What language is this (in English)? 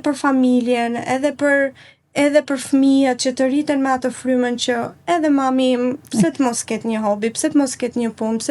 Albanian